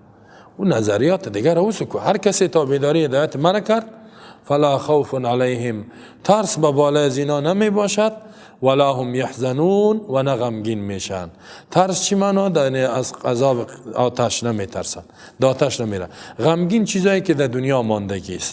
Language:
Persian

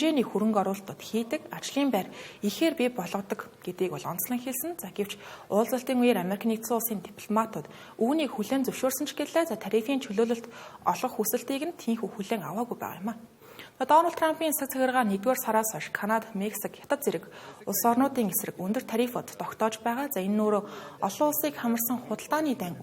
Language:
Mongolian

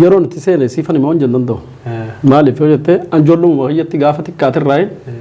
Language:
Oromo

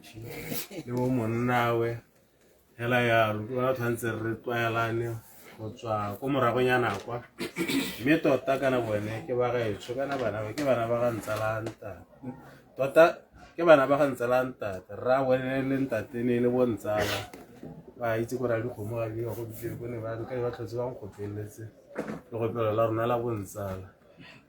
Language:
Tswana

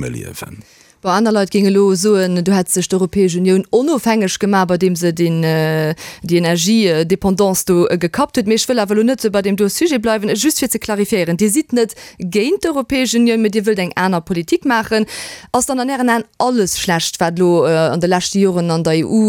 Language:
Luxembourgish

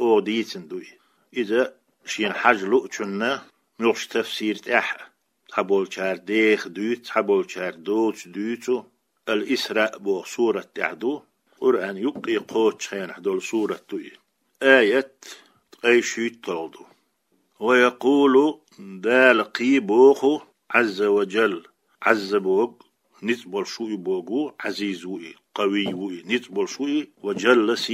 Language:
Chechen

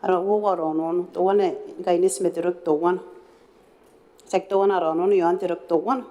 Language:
Gilbertese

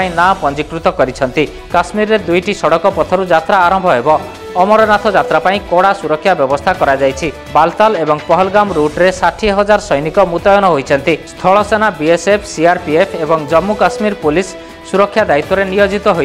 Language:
Odia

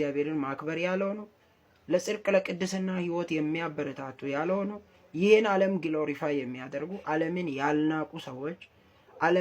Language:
Amharic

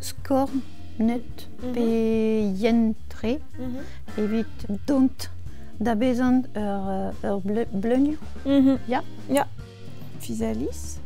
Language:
Breton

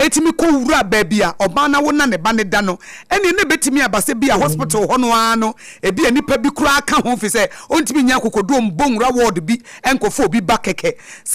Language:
Akan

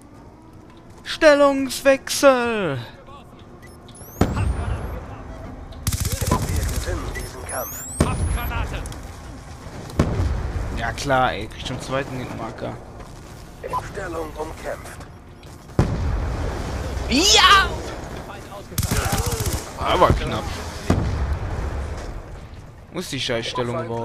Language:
German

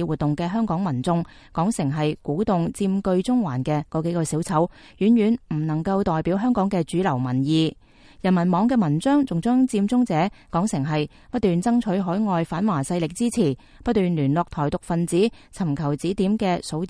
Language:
Cantonese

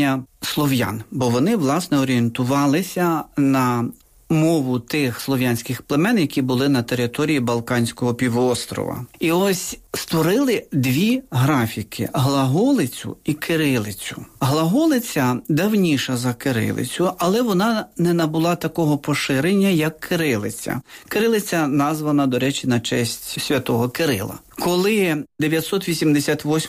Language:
Ukrainian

